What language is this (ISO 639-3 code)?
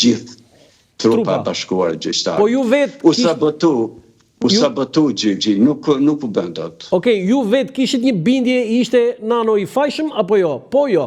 sqi